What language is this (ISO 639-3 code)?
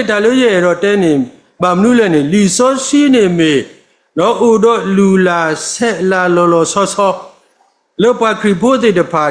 ksw